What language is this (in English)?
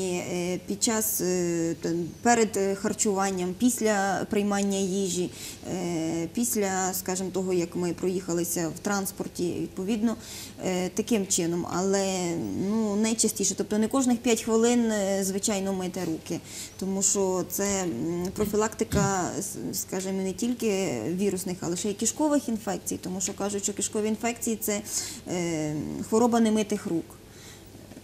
Ukrainian